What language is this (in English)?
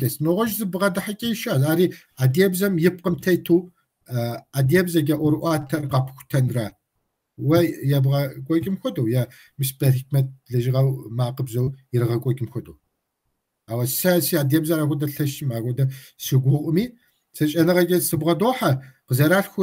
Kabardian